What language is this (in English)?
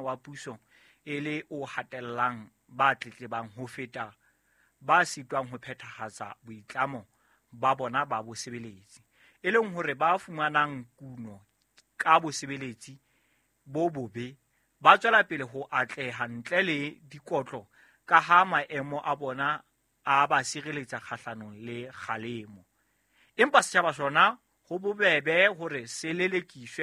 Southern Sotho